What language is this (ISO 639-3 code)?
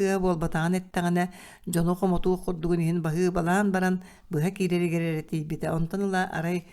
sah